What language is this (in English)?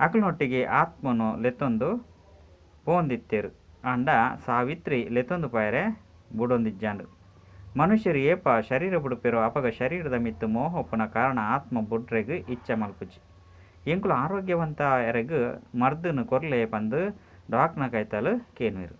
Tulu